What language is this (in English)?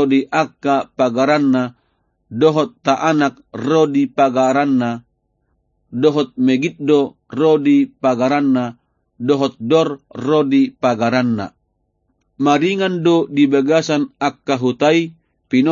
Batak Toba